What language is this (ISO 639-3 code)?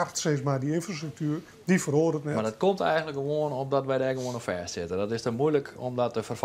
fry